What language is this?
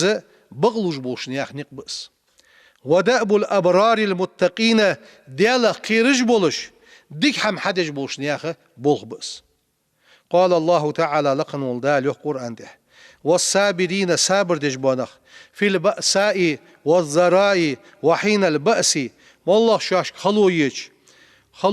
Ingush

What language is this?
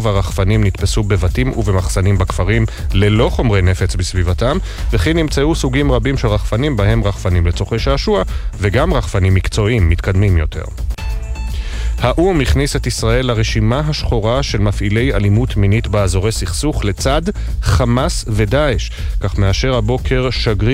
Hebrew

